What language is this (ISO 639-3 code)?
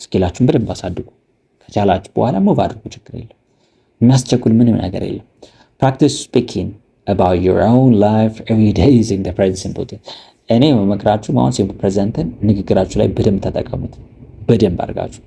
amh